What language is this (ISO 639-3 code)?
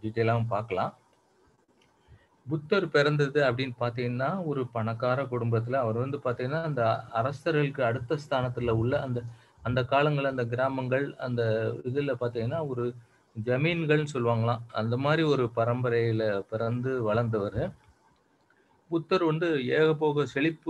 tam